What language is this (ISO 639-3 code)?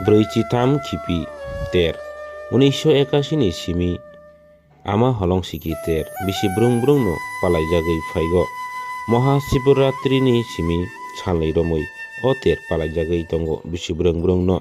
trp